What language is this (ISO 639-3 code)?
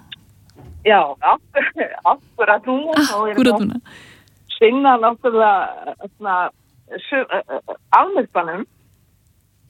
isl